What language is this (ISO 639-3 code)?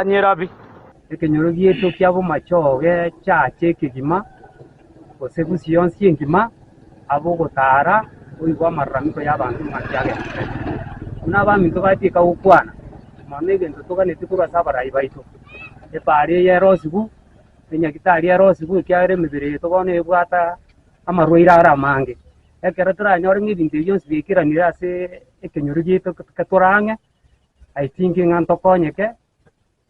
guz